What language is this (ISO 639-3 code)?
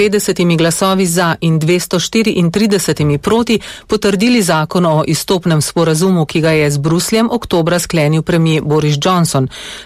slv